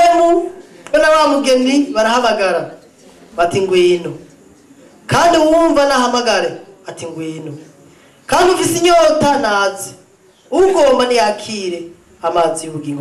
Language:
Rundi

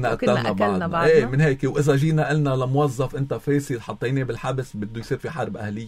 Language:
North Levantine Arabic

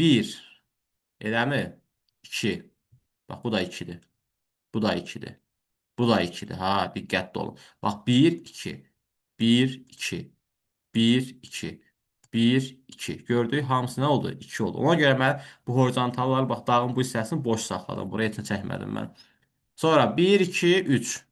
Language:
Azerbaijani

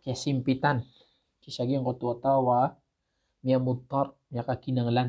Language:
Maranao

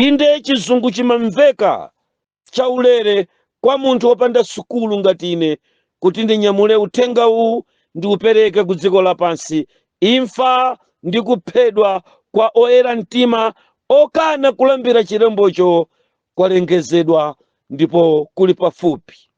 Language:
Nyanja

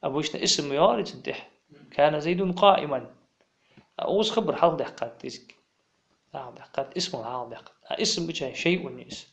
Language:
Ingush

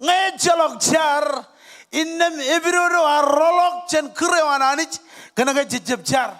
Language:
Marshallese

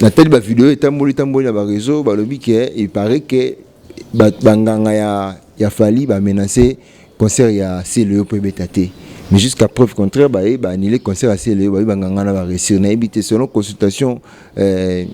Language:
Lingala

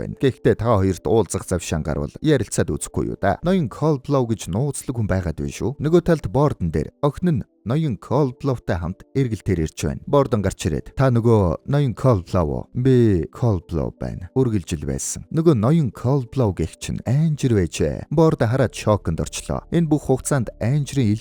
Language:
Mongolian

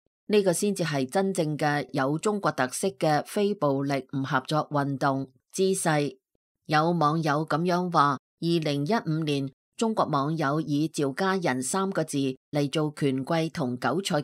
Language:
Cantonese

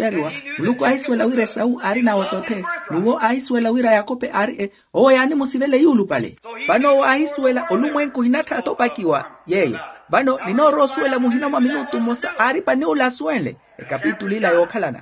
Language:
Makhuwa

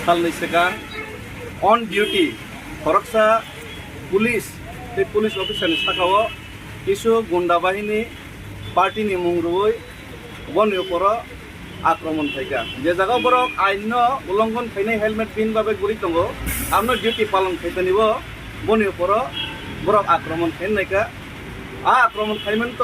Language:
Kok Borok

